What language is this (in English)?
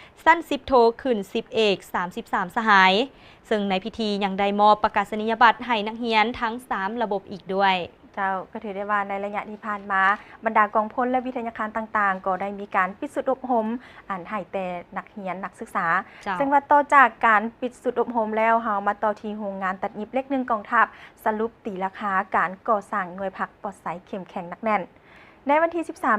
Lao